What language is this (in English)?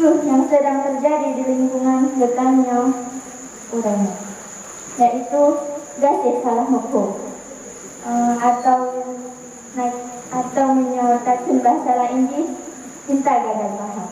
Achinese